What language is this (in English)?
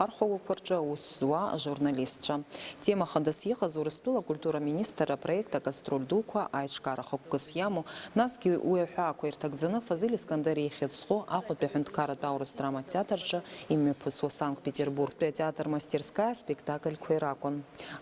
Abkhazian